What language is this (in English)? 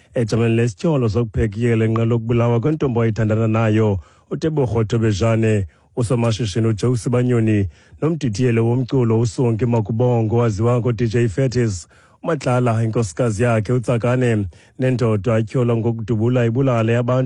Xhosa